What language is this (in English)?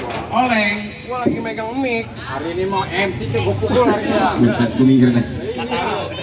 Betawi